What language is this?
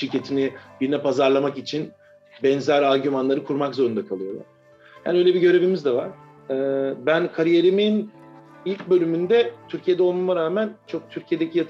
Turkish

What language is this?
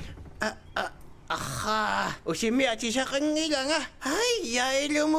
Kalaallisut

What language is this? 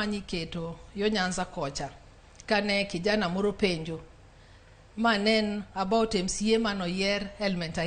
Luo (Kenya and Tanzania)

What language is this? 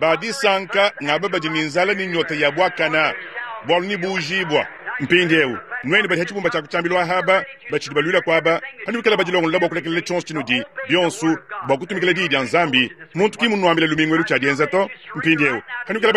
Luba-Lulua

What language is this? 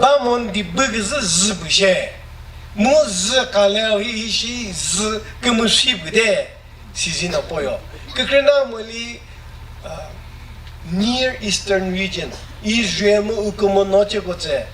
Chokri Naga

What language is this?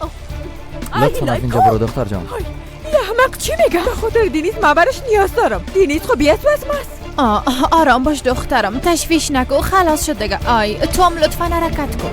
Persian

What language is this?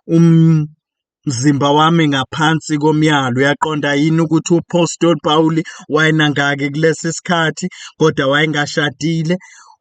Zulu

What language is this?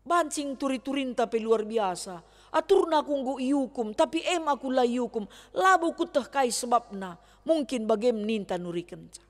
Batak Karo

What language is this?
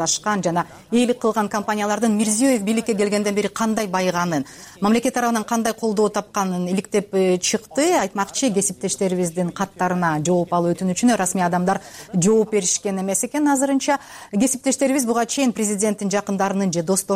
Kyrgyz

